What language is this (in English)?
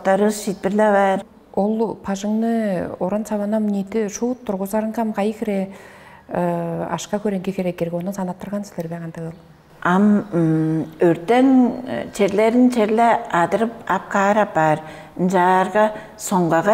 Tuvinian